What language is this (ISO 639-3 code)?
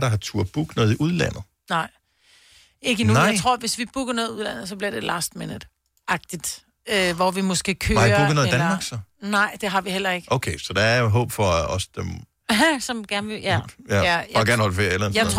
dan